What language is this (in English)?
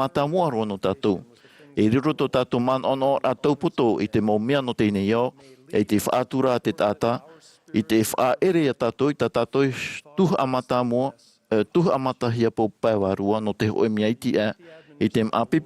Tahitian